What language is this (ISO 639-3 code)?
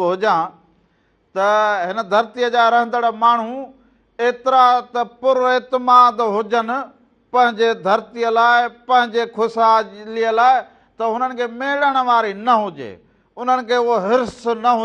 snd